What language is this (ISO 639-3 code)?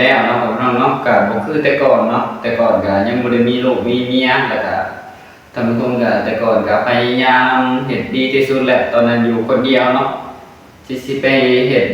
tts